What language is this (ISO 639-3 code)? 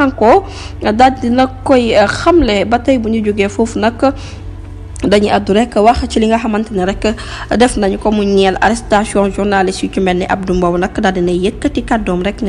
wol